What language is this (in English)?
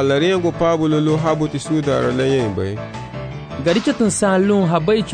Garifuna